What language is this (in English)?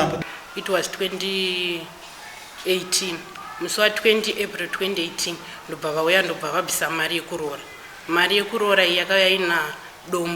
Shona